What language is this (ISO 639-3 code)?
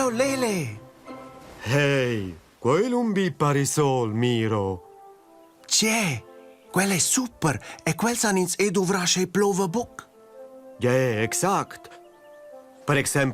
roh